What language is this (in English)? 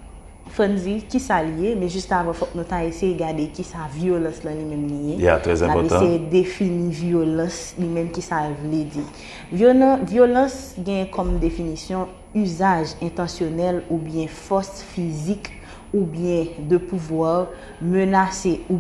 Haitian Creole